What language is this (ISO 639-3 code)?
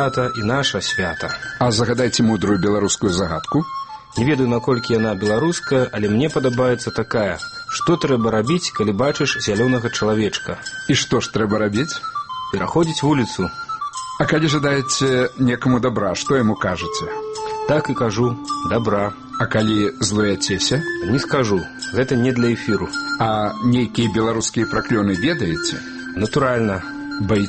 bel